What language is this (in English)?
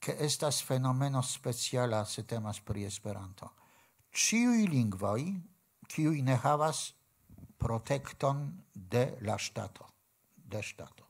Esperanto